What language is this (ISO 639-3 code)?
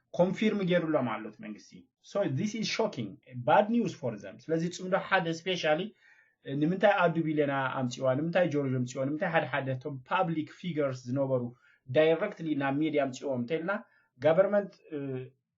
tir